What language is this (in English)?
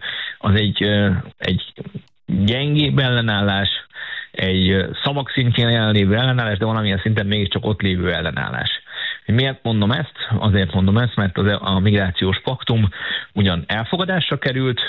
Hungarian